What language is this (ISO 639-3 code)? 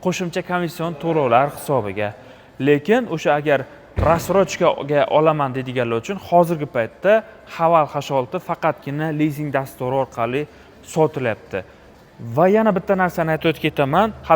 uzb